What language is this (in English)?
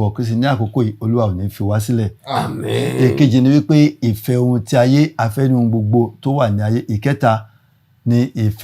Yoruba